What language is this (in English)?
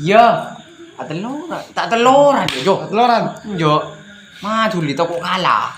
Madurese